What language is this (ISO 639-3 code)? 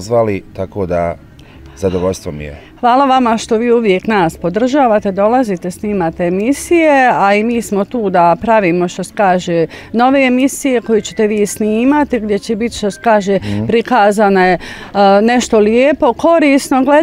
bos